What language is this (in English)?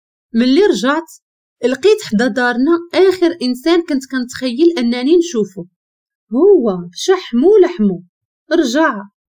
Moroccan Arabic